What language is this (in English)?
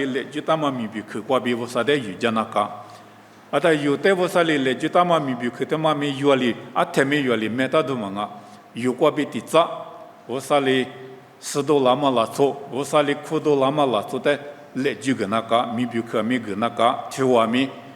Lisu